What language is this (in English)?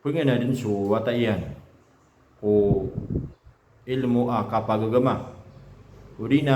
Maranao